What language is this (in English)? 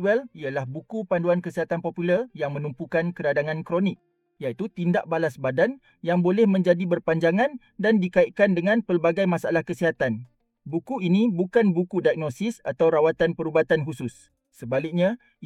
Malay